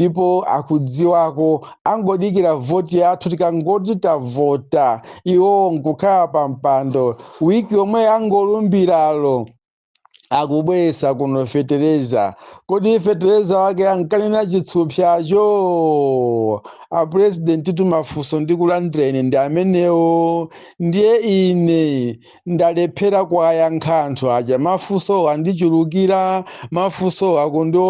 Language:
Nyanja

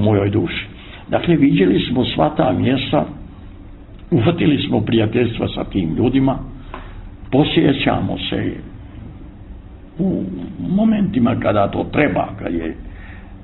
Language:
Bosnian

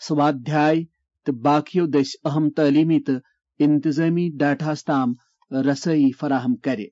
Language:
Kashmiri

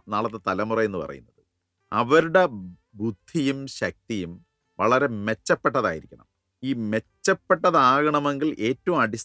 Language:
Malayalam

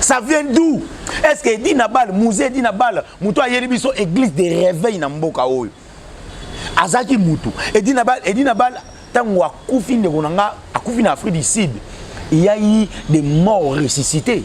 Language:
Lingala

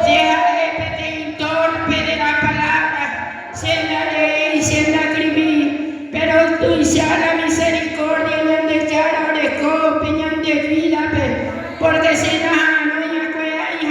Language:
Guarani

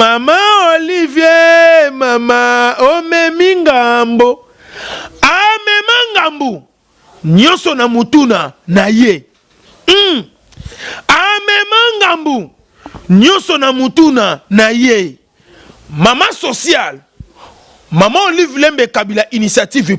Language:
Lingala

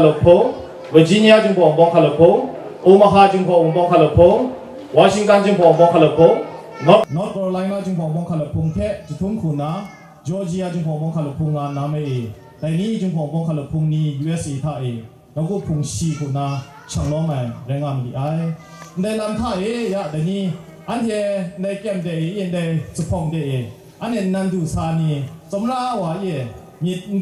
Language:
Kachin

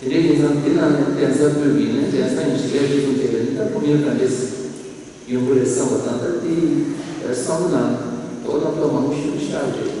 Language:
Tibetan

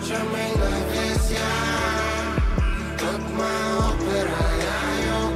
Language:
Russian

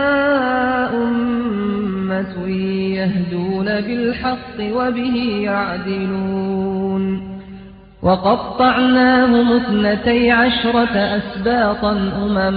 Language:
Arabic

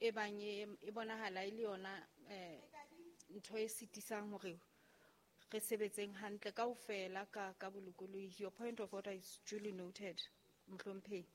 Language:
Southern Sotho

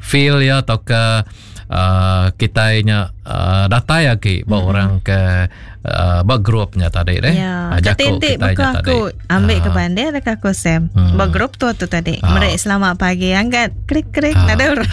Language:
Iban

